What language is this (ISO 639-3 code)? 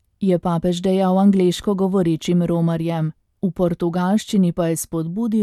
slv